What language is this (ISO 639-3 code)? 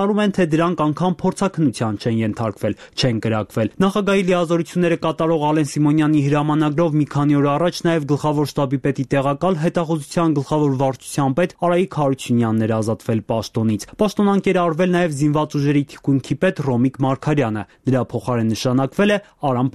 hye